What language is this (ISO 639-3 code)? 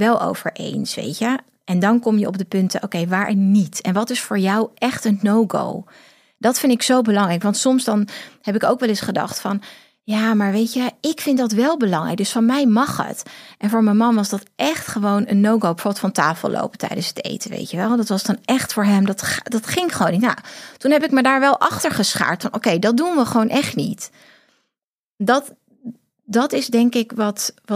nld